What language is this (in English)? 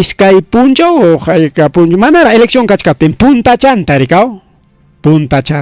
Ayacucho Quechua